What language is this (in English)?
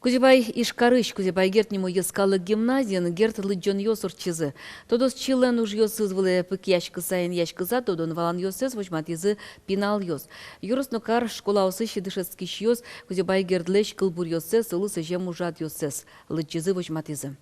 Udmurt